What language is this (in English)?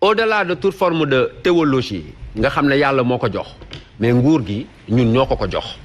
Wolof